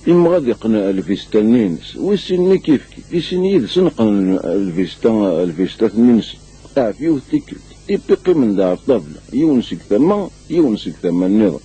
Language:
Kabyle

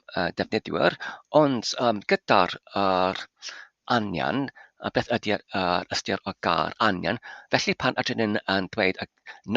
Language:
Welsh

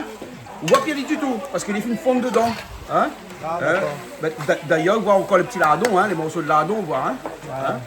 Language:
Réunion Creole French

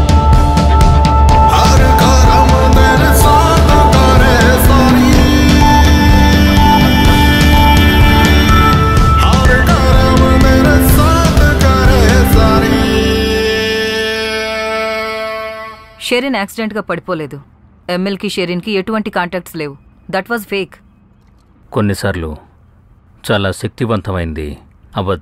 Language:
Telugu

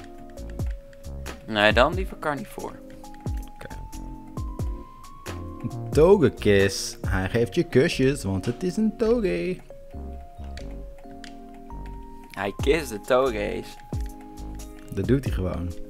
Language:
Dutch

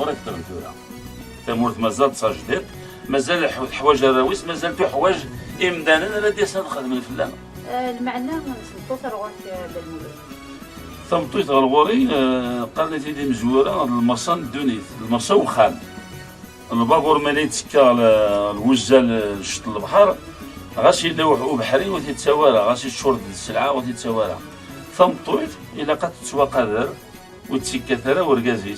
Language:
Kabyle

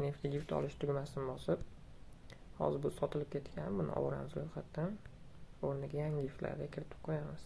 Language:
Uzbek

